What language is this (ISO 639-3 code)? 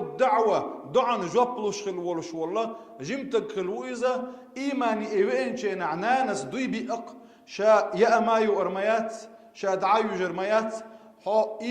che